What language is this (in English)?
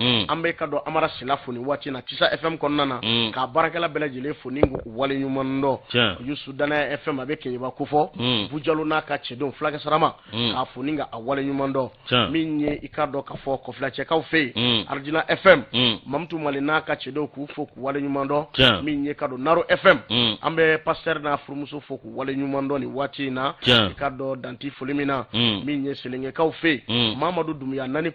Bambara